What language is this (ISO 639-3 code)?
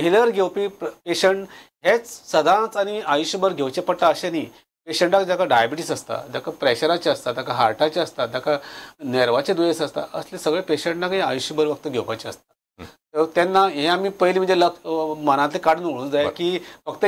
kok